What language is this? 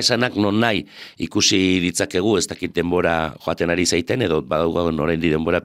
Basque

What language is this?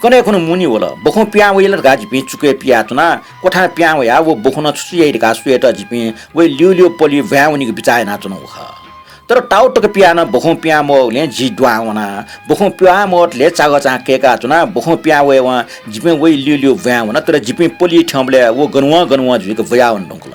Newari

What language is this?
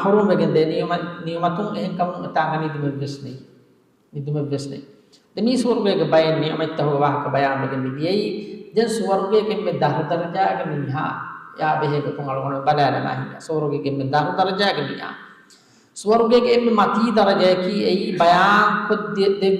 Divehi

